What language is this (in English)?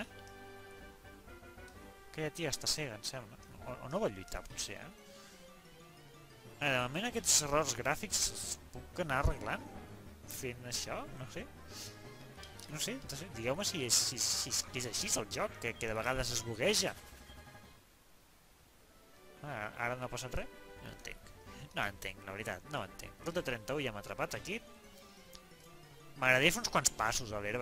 Catalan